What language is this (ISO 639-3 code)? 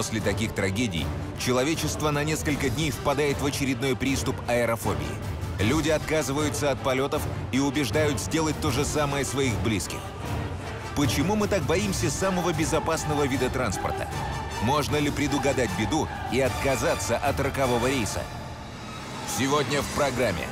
rus